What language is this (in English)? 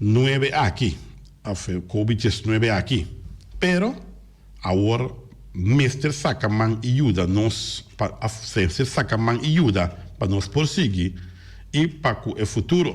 Papiamento